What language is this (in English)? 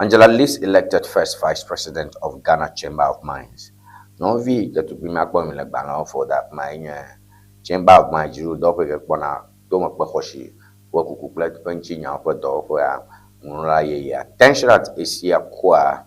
Ewe